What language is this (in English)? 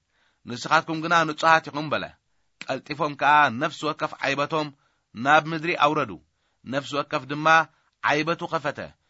Tigrinya